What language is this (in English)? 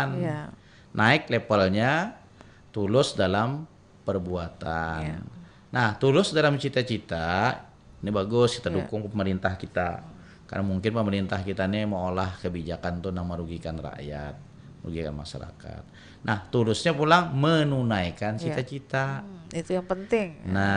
Banjar